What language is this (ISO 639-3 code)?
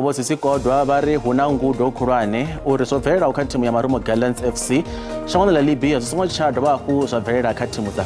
ven